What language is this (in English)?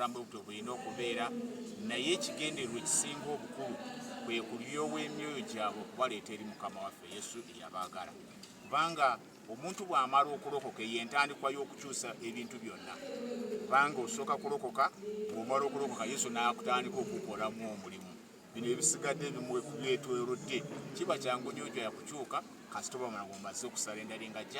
Ganda